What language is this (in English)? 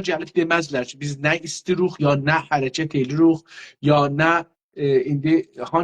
South Azerbaijani